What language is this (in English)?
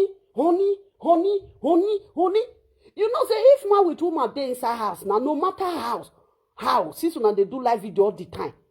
Nigerian Pidgin